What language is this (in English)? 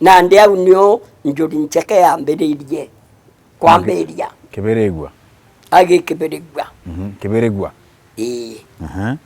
Meru